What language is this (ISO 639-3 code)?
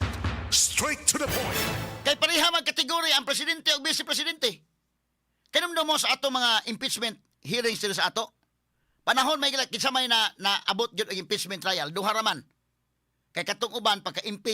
ceb